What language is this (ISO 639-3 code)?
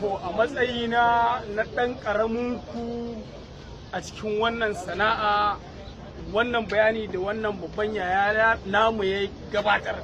hau